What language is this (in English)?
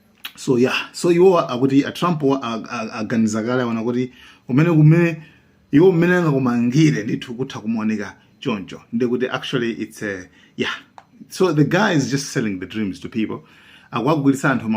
Nyanja